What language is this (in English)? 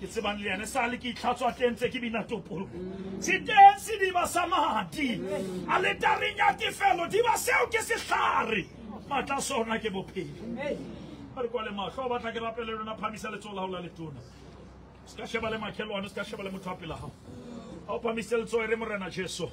Southern Sotho